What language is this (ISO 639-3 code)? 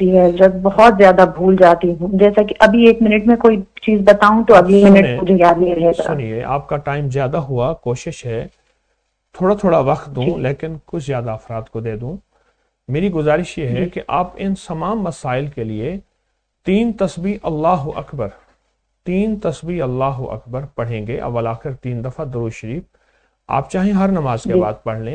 urd